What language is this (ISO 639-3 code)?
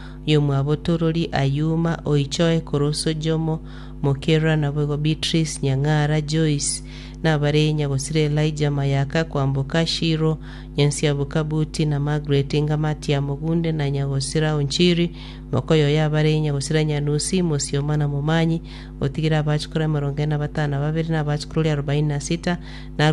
guz